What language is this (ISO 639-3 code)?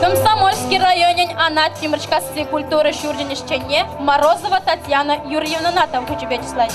chv